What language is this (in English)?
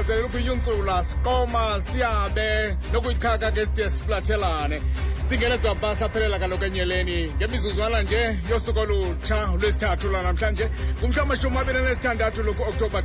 Xhosa